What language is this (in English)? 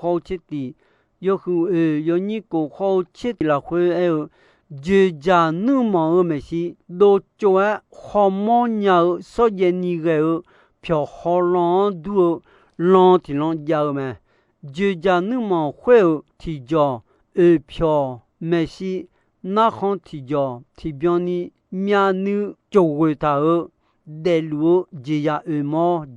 Akha